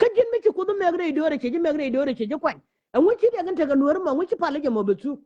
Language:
Nuer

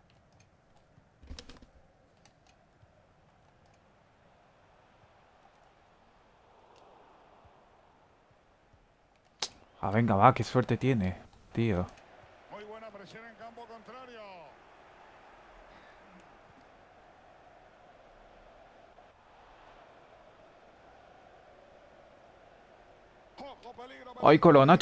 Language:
Spanish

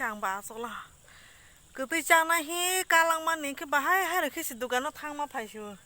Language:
Kok Borok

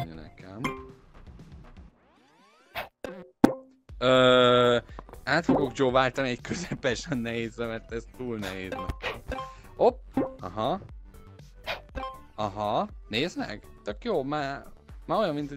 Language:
Hungarian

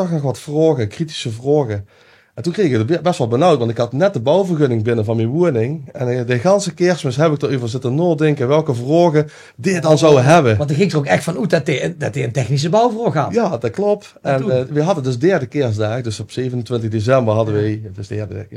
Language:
Limburgish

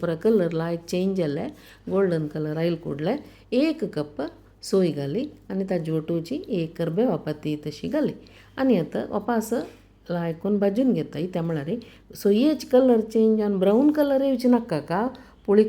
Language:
Konkani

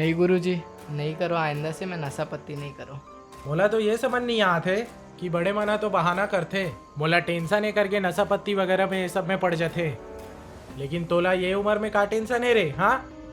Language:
Chhattisgarhi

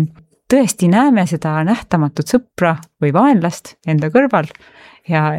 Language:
Estonian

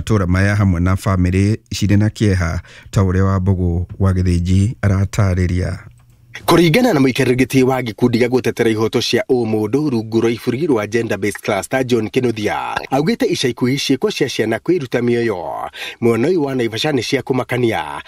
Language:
Kikuyu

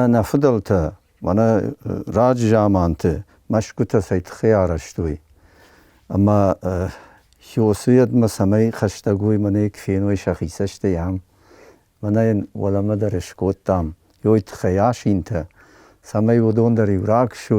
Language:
Ossetic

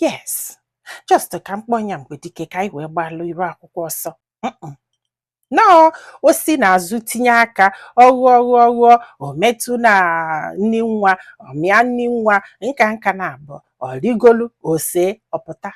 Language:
Igbo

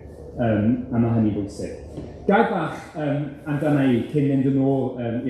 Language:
Welsh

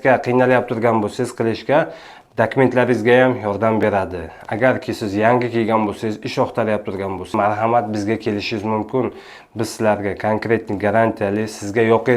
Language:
Uzbek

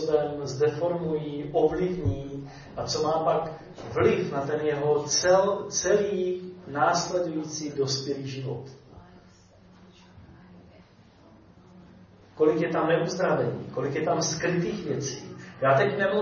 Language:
Czech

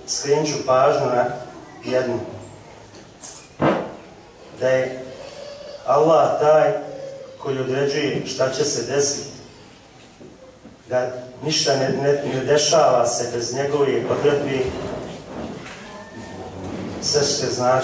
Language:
Bosnian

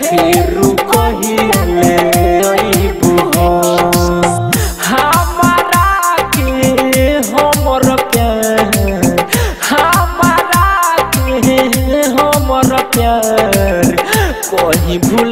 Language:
Bhojpuri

